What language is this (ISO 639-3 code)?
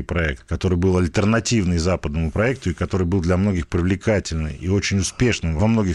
rus